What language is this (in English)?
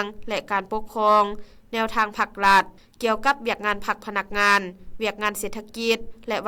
Lao